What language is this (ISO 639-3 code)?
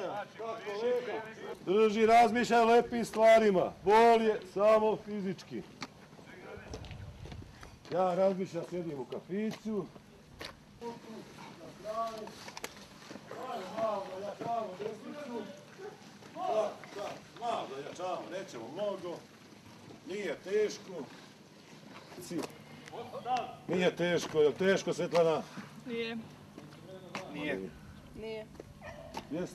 srp